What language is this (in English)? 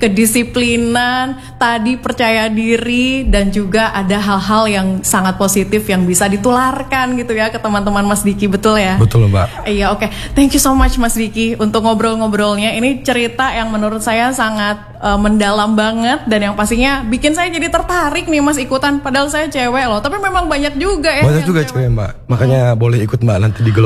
Indonesian